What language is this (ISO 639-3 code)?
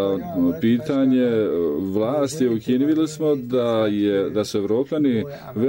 bos